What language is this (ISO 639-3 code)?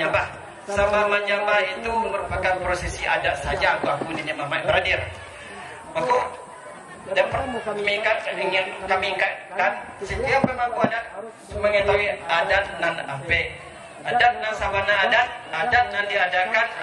min